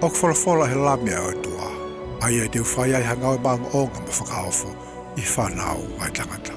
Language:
Tongan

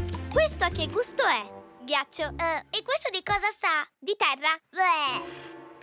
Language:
Italian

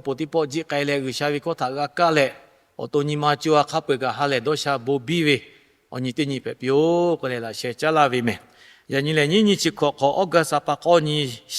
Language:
Lahu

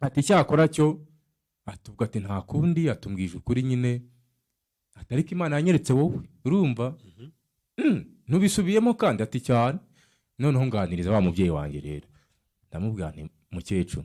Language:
Kinyarwanda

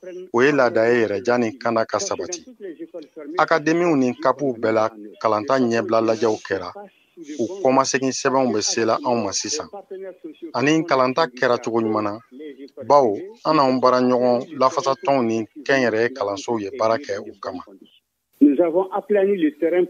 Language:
Bambara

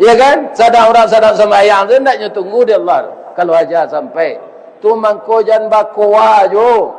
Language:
Minangkabau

